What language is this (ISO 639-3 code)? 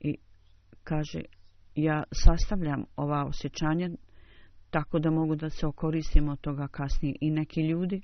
bos